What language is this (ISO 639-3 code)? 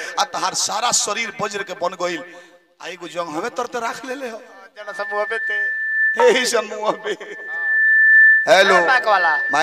bho